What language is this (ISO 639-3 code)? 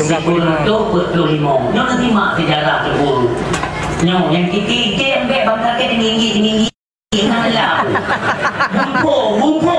ace